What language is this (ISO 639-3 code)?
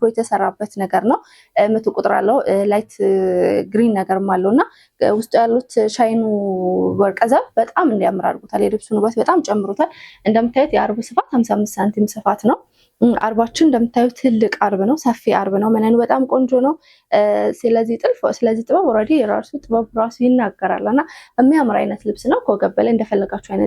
amh